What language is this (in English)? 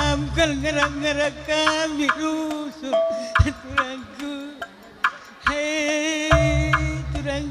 Batak Karo